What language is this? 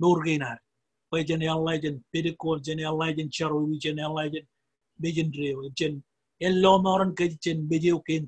Marshallese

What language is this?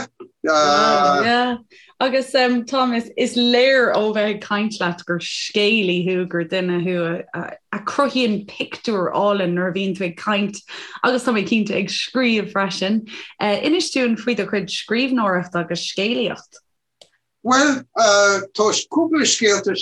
Irish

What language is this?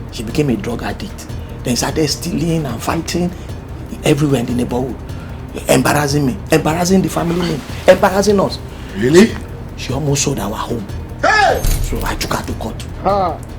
Nigerian Pidgin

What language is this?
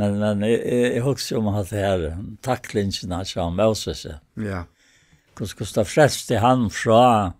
Faroese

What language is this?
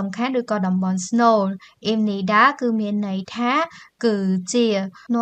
Khmer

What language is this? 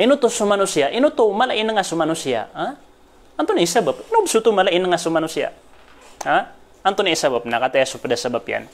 Maranao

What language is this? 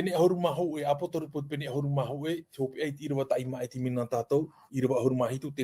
Tahitian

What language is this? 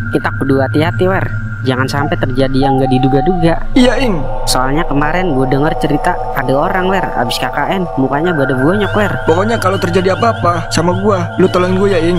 Betawi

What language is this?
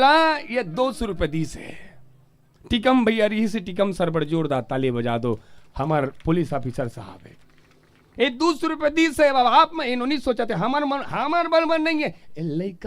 Chhattisgarhi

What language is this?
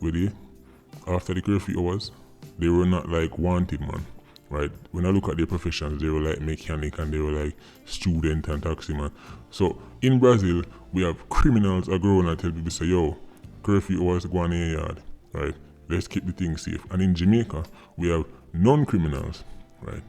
Jamaican Creole English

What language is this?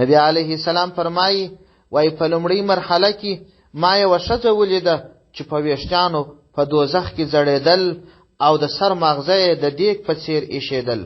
Pashto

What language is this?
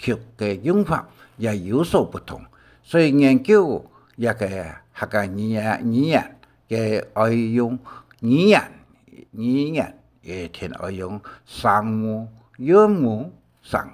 Hakka Chinese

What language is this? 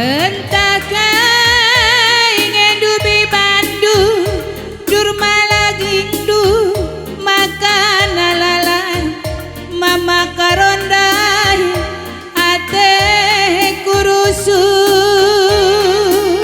Batak Karo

